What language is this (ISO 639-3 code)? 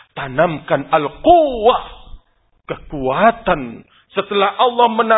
ind